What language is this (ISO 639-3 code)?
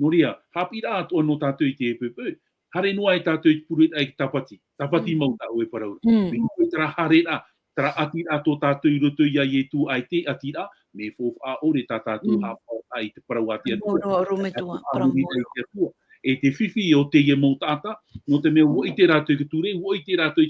tah